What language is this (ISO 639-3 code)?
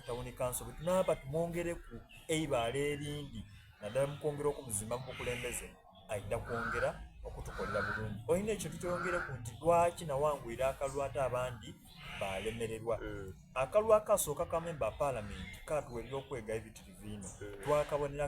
xog